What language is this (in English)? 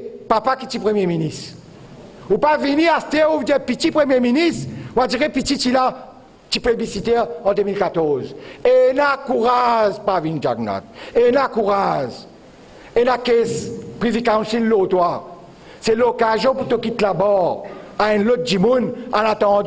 Morisyen